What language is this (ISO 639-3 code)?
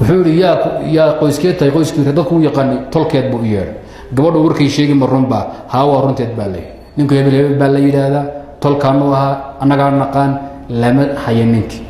som